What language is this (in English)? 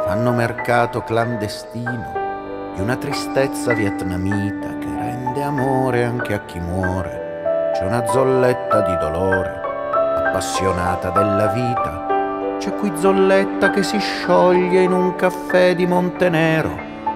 Italian